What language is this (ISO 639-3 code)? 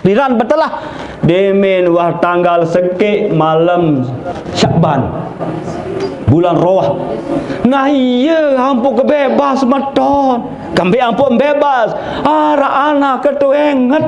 sas